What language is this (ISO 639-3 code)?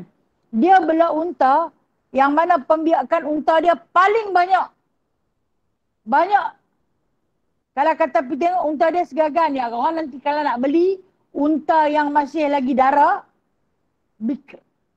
msa